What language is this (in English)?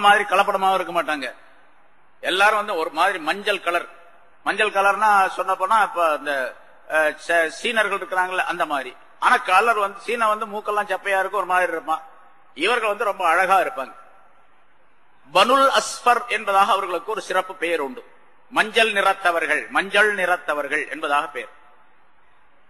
Tamil